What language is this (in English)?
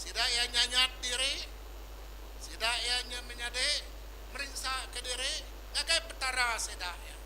Iban